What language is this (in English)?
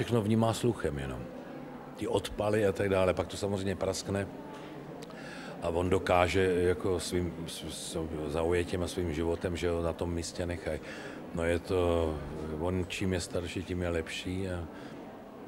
Czech